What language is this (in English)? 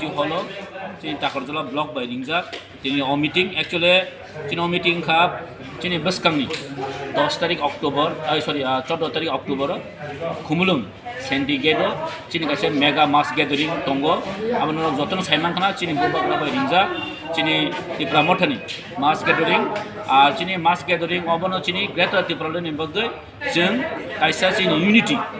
Kok Borok